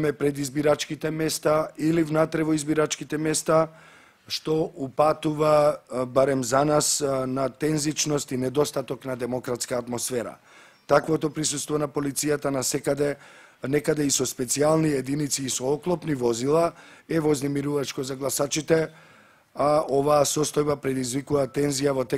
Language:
Macedonian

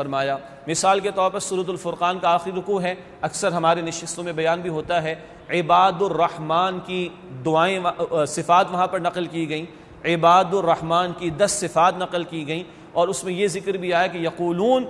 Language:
Urdu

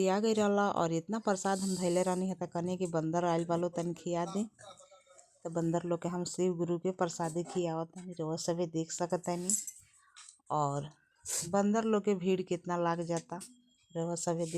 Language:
Bhojpuri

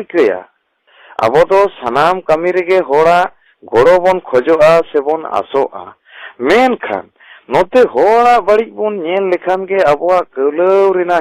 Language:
Santali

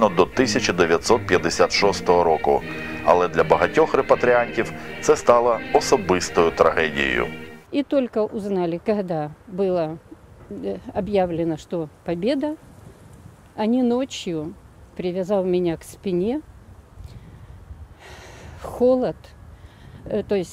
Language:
Ukrainian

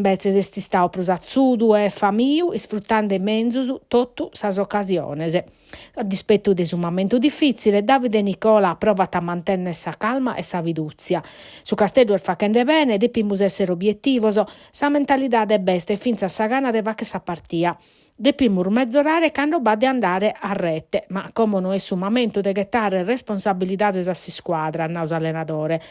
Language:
Sardinian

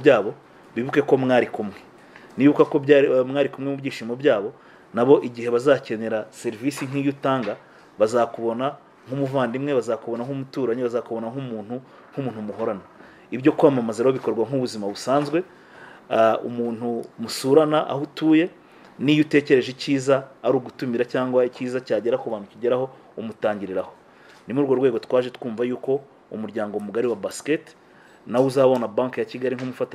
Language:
Kinyarwanda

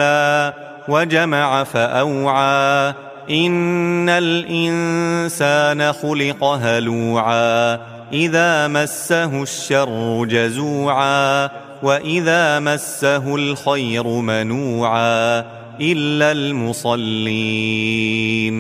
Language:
Arabic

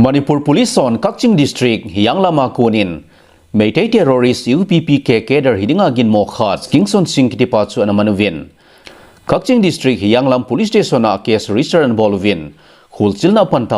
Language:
Thado Chin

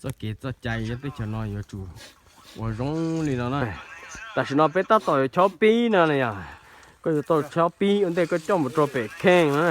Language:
Hmong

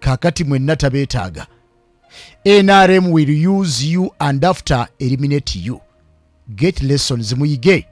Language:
Ganda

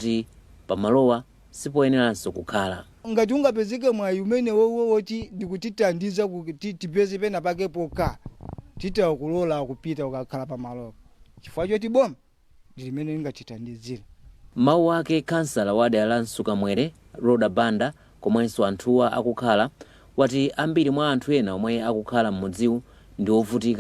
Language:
Nyanja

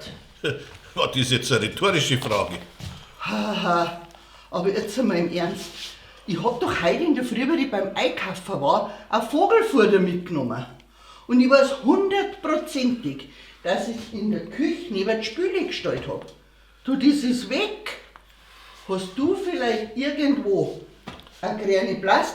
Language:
Bavarian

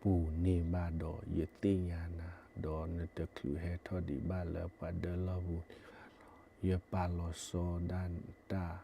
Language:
S'gaw Karen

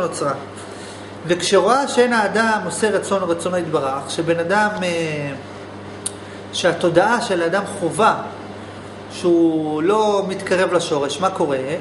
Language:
Hebrew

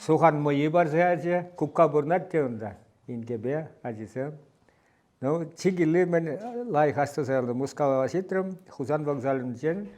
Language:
Chuvash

